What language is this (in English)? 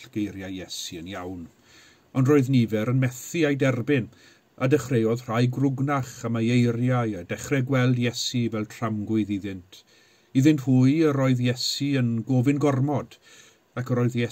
Welsh